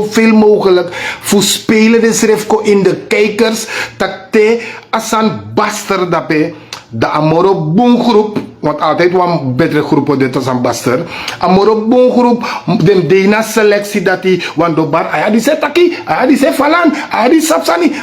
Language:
Sranan Tongo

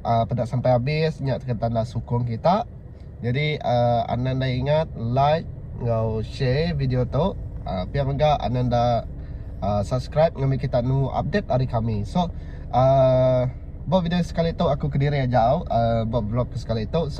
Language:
Iban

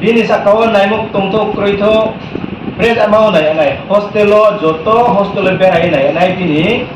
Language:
Riang (India)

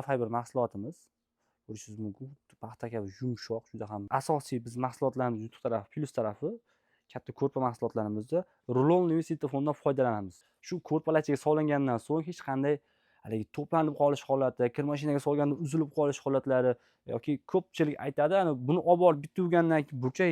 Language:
Uzbek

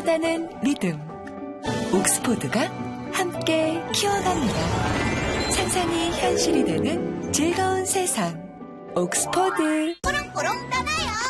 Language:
Korean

